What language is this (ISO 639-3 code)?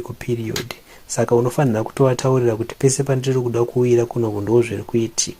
sna